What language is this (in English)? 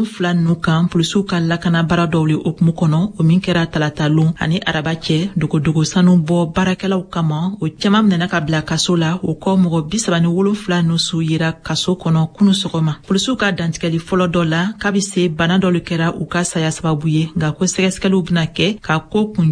Bambara